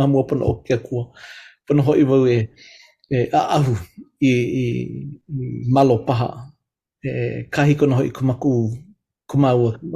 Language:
Hawaiian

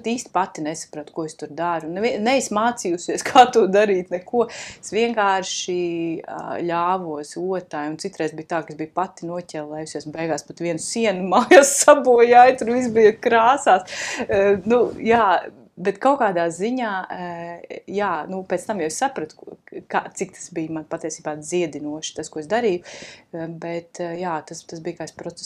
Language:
Latvian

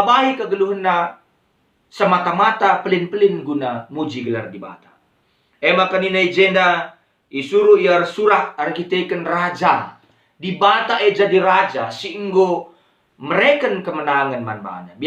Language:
Batak Karo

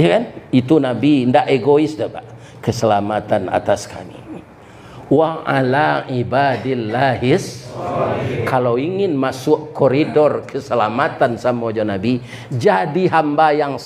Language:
Minangkabau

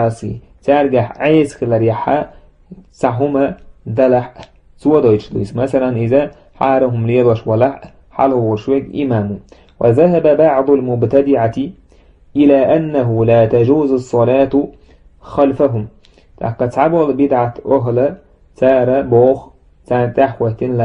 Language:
Chechen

